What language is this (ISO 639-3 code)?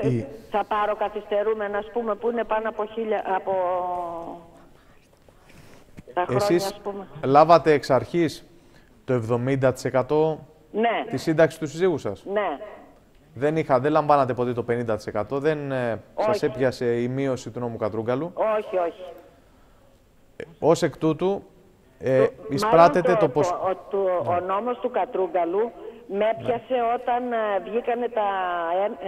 ell